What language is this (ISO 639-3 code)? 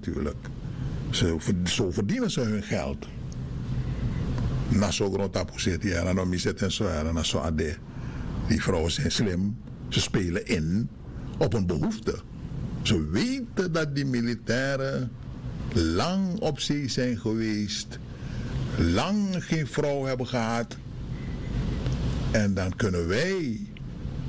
nld